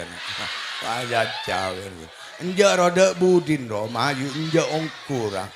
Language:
Madurese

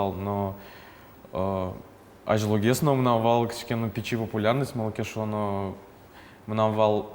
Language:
Udmurt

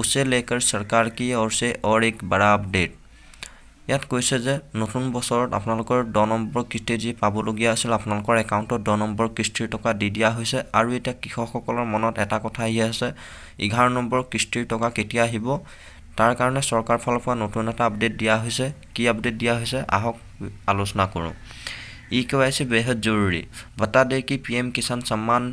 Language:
Assamese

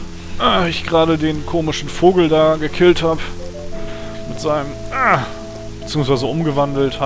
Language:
German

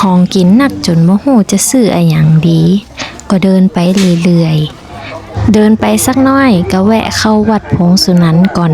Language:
Northern Thai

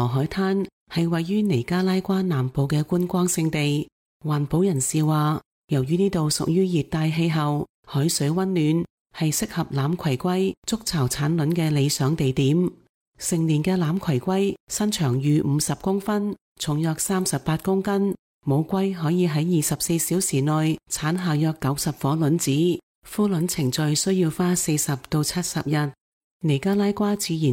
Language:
Cantonese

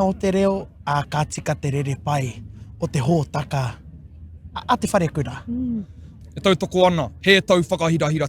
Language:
Māori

